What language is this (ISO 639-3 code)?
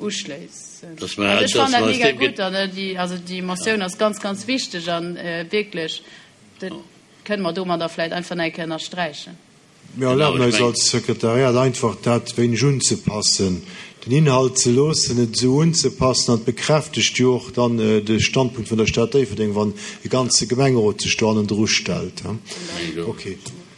ltz